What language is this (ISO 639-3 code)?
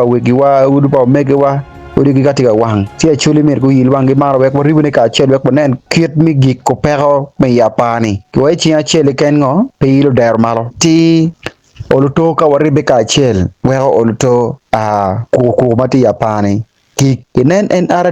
ach